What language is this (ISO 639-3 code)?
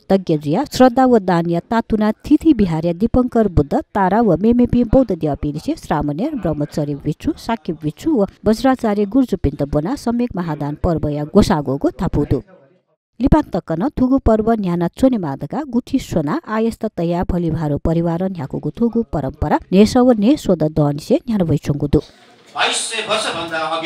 new